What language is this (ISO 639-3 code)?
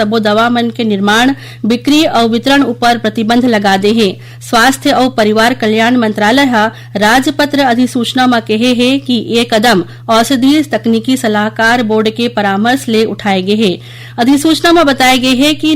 hne